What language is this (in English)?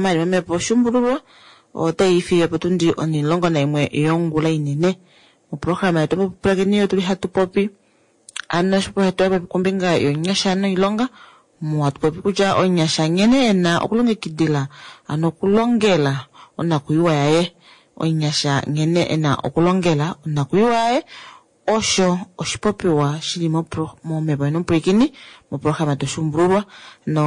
Kuanyama